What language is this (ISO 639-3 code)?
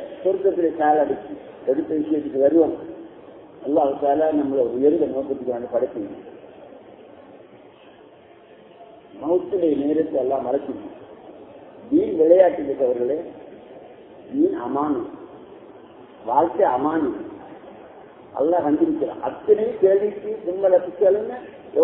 tam